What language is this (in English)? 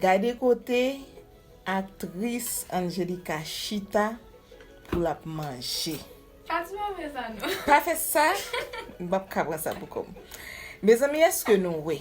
Haitian Creole